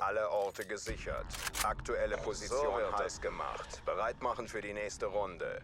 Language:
Swiss German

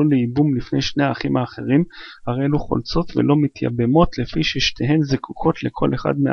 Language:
Hebrew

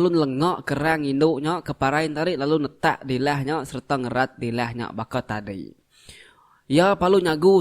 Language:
Iban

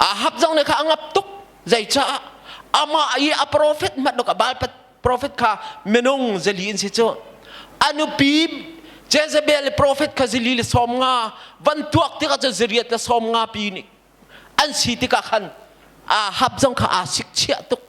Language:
Hakha Chin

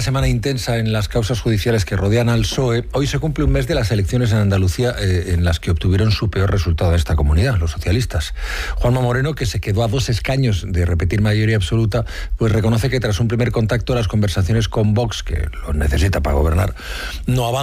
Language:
Spanish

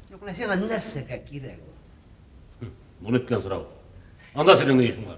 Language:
Tatar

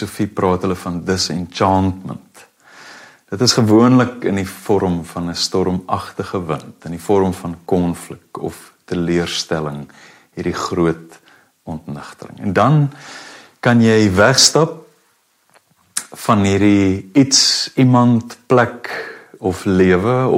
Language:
Afrikaans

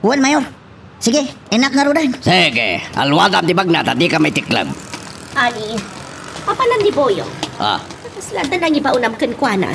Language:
Iloko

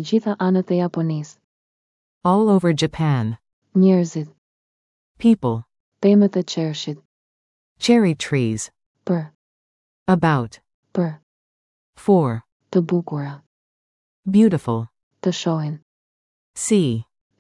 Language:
Albanian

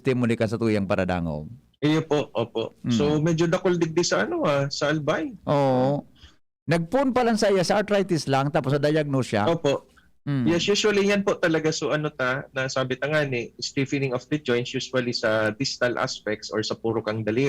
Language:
Bikol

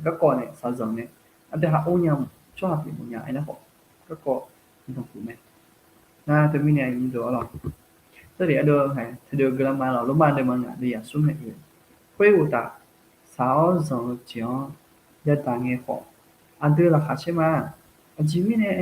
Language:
Akha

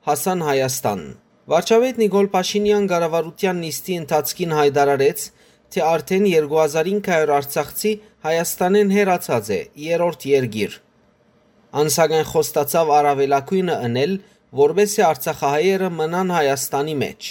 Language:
Western Armenian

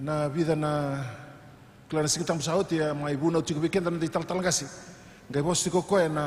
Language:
Fijian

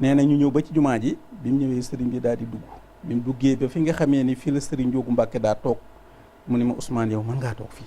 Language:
Wolof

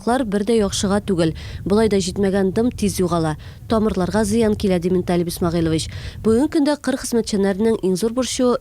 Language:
Tatar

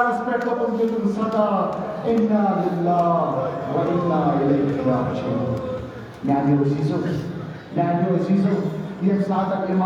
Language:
Kashmiri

